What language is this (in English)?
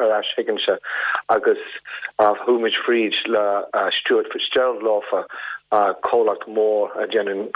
Irish